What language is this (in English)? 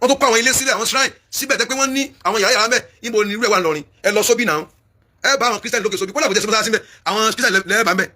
Yoruba